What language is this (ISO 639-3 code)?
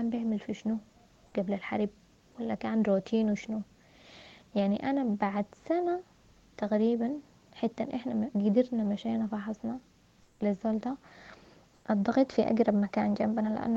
apd